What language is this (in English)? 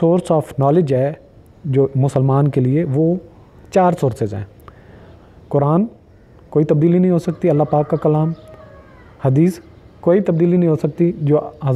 Urdu